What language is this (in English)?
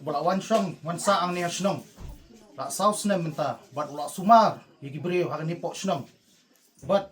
Khasi